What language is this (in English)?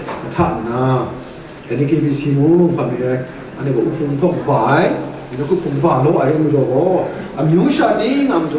Kachin